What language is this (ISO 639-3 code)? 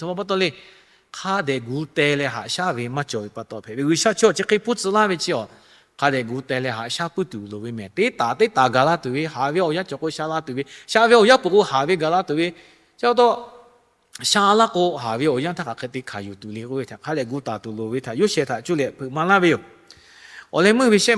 lhu